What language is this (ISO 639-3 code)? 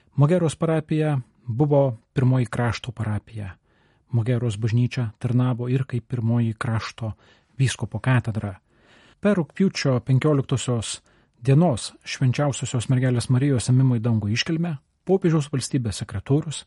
lit